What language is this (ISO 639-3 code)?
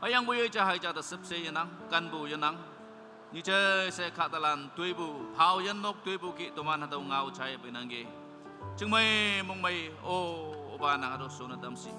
nag